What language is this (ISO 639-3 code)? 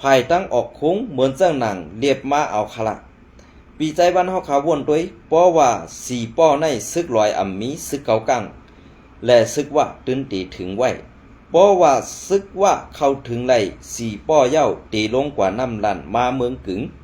shn